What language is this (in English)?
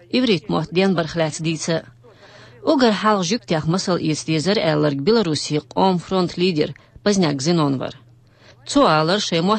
Chechen